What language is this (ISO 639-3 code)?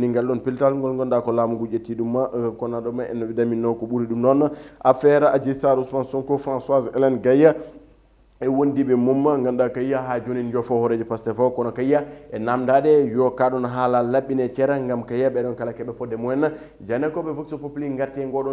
ful